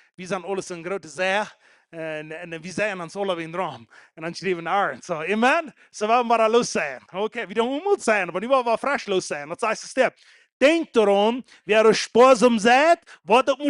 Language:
Plautdietsch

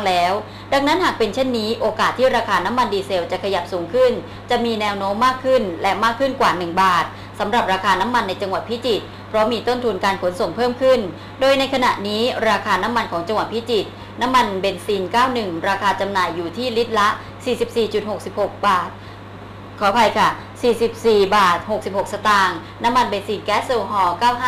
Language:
Thai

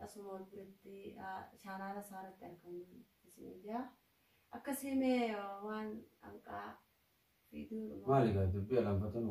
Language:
Oromo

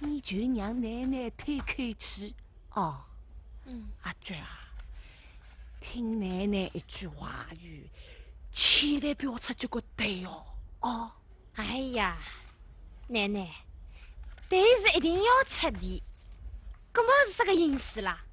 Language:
Wu Chinese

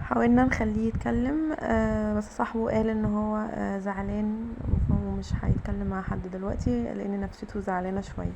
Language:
Egyptian Arabic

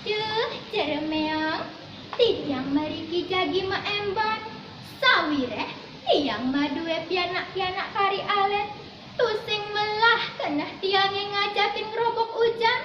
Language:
Balinese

